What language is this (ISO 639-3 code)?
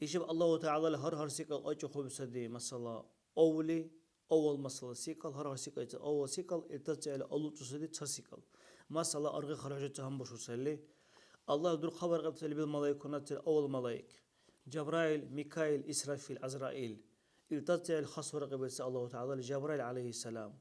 dar